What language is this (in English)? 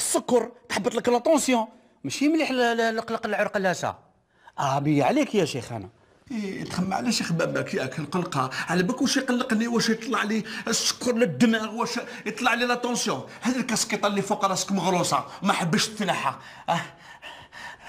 Algerian Arabic